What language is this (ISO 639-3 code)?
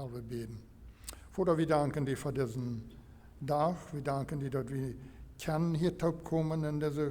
pdt